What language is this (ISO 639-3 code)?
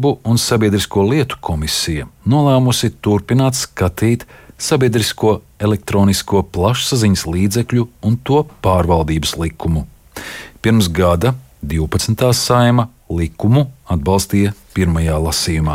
lav